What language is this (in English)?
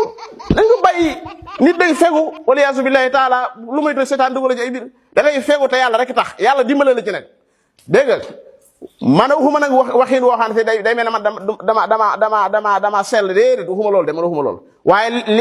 Wolof